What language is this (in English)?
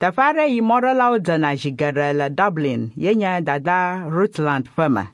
Ewe